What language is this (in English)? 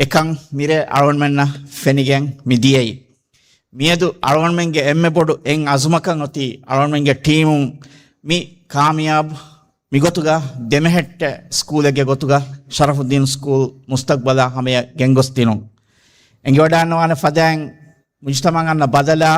Divehi